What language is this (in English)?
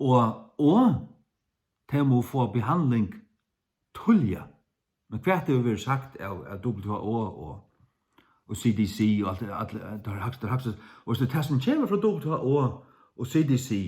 Faroese